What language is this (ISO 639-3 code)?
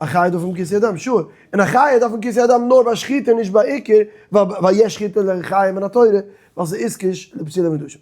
yid